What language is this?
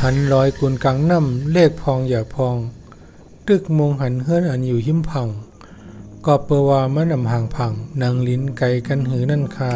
Shan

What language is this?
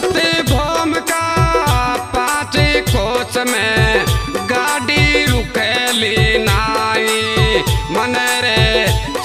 Bhojpuri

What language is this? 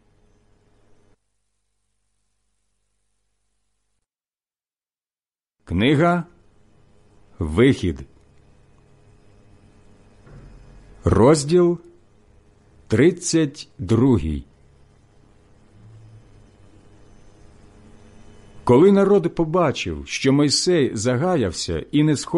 Ukrainian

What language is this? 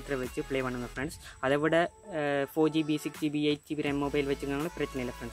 Tamil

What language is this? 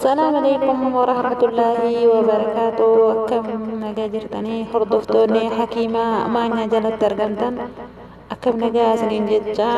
Oromo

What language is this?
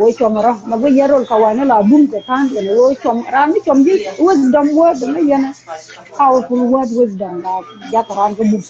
Nuer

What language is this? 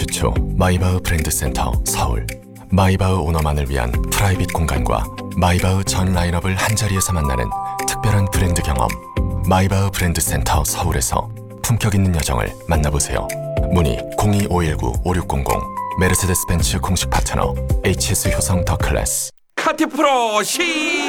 Korean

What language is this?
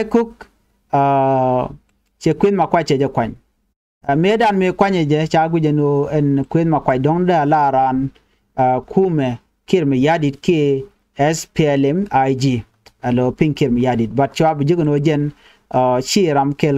Nuer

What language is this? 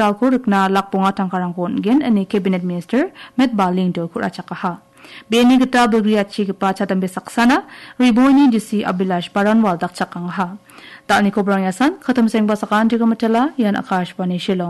Garo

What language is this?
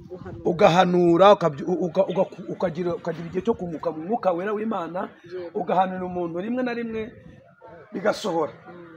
Kinyarwanda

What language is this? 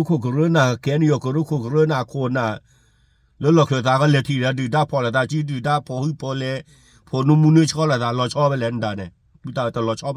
S'gaw Karen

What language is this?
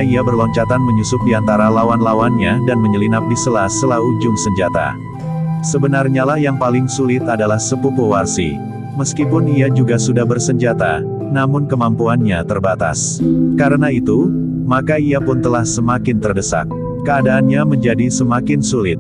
Indonesian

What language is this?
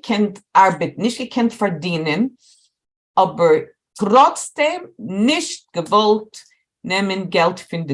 Yiddish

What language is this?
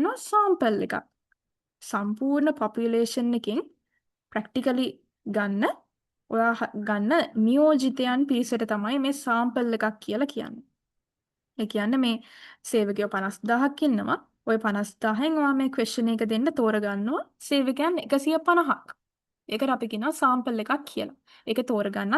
Sinhala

